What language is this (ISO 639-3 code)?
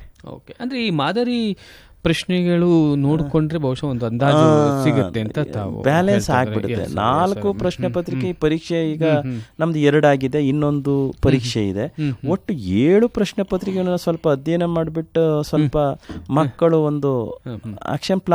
kan